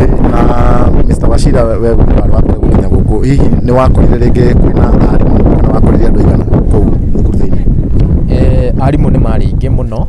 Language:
Kikuyu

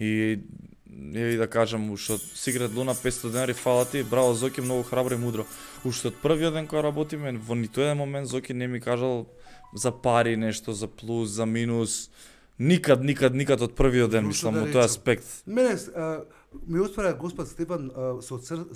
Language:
Macedonian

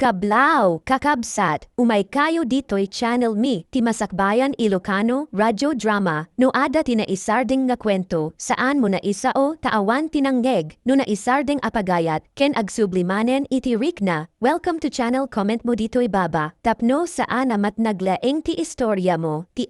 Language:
Iloko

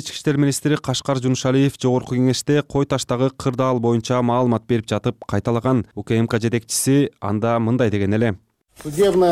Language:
Kyrgyz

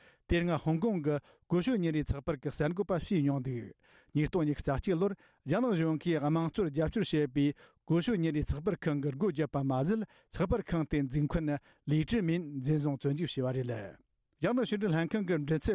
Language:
Tibetan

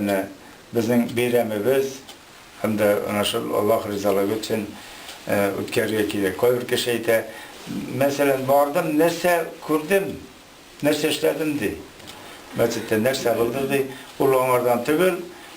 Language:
Tatar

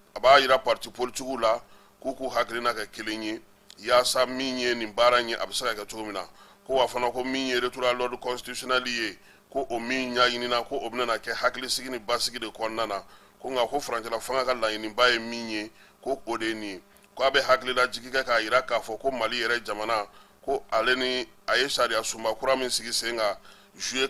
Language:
Bambara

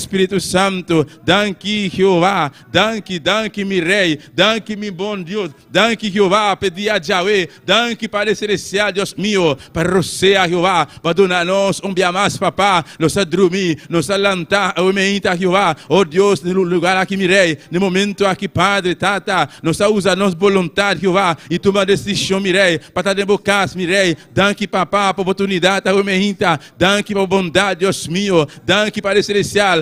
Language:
Papiamento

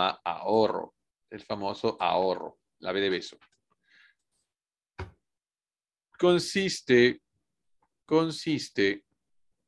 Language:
Spanish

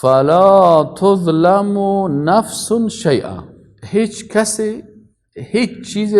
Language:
Persian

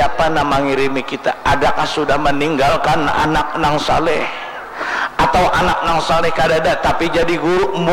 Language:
Banjar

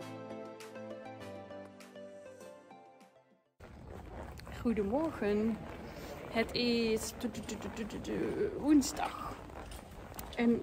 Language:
Dutch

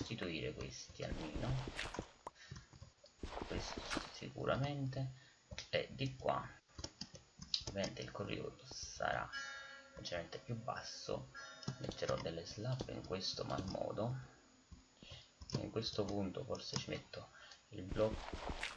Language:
Italian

